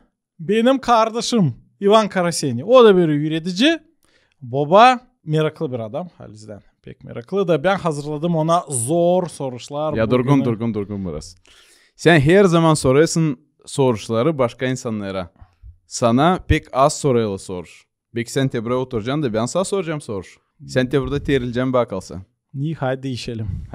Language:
Gagauz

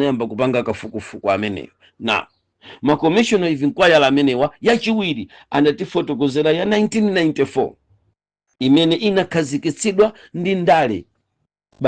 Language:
Nyanja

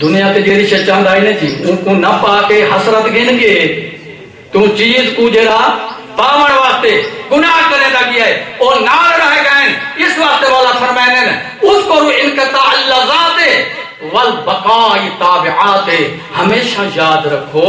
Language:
Saraiki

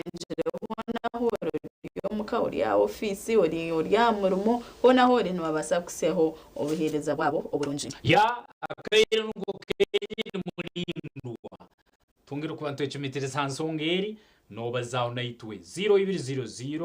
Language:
Nyankole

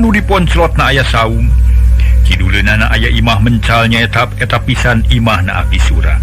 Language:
Sundanese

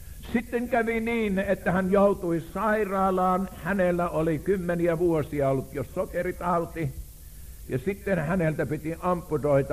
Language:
Finnish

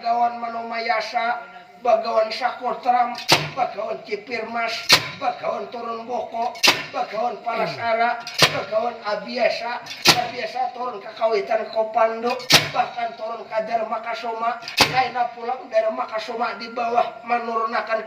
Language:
Banjar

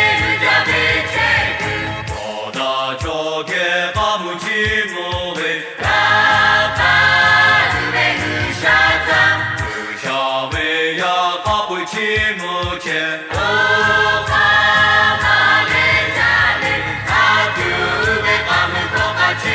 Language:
Lahu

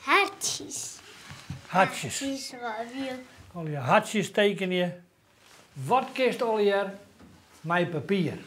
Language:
Western Frisian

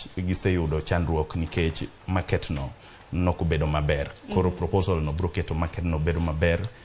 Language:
Luo (Kenya and Tanzania)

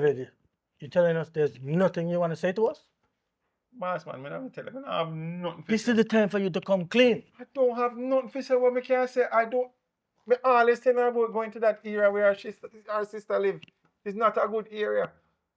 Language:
Jamaican Creole English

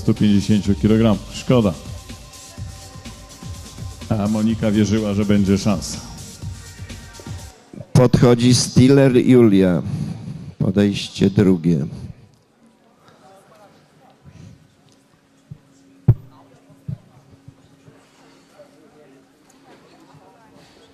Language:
Polish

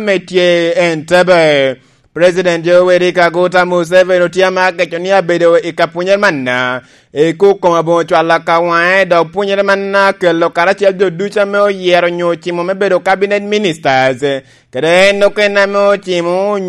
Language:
Lango (Uganda)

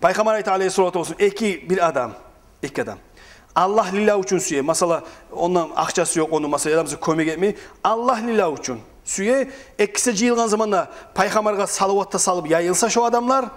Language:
Kumyk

